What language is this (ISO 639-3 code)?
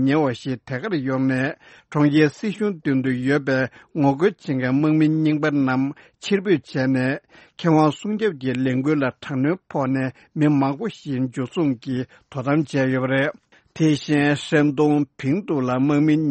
bod